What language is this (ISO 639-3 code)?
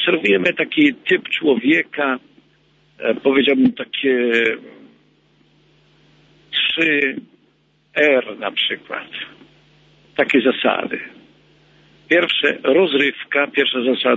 pol